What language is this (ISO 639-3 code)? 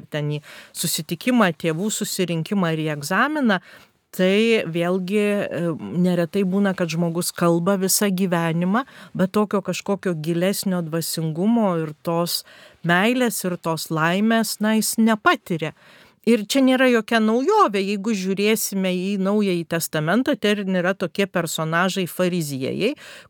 lit